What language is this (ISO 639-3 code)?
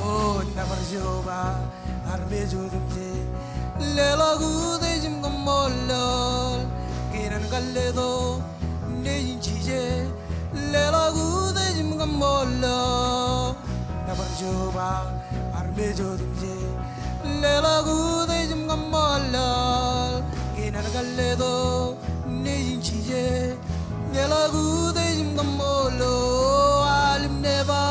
mah